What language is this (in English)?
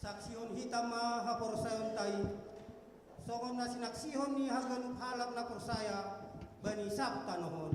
Batak Simalungun